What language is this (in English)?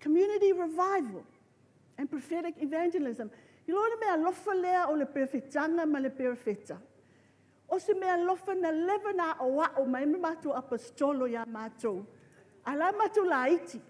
Samoan